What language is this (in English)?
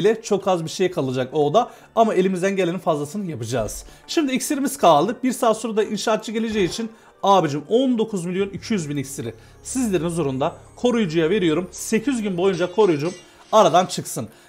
Turkish